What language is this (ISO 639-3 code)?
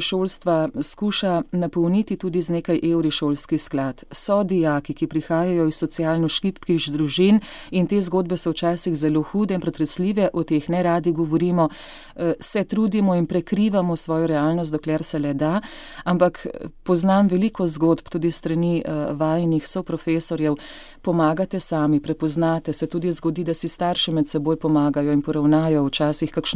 slv